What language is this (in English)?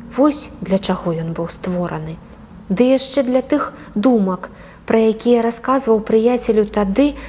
Belarusian